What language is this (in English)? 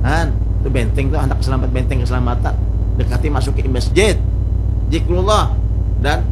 Banjar